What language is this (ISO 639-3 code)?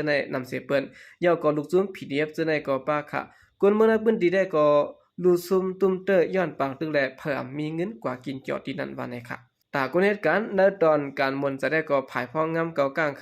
shn